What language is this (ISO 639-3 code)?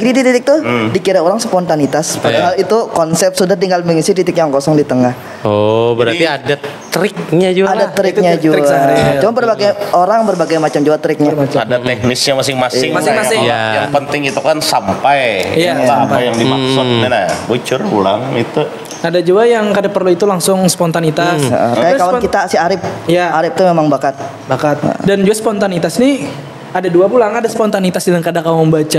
bjn